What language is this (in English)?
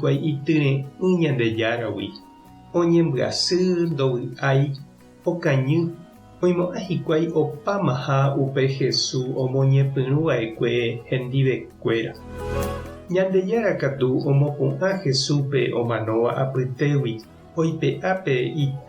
Guarani